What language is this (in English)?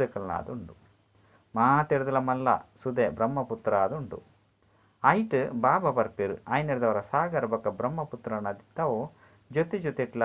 Tulu